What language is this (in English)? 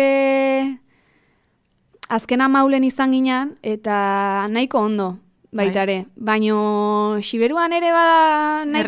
Basque